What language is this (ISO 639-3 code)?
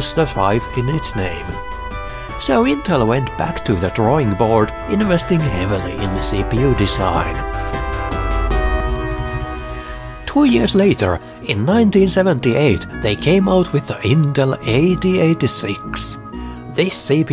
eng